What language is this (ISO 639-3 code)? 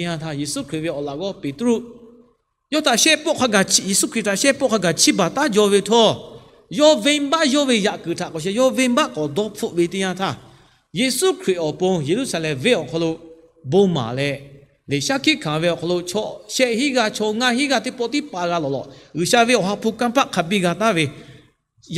lhu